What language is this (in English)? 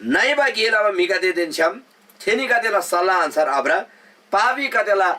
Eastern Tamang